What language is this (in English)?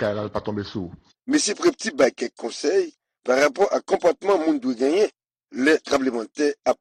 Haitian Creole